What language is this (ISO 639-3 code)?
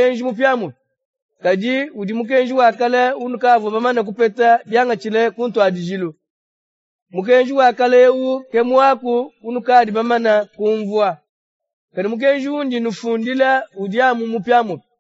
lua